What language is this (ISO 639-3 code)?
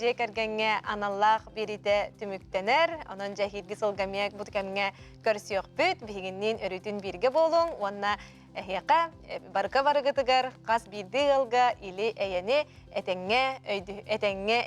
sah